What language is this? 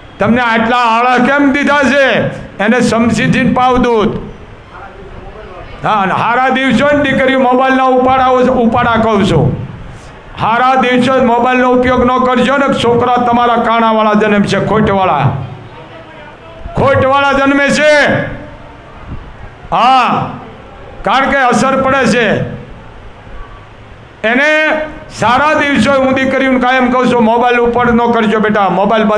Gujarati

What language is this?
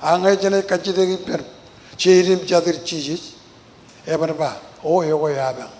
Marshallese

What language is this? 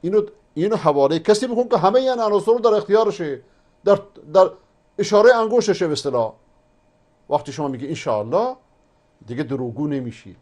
Persian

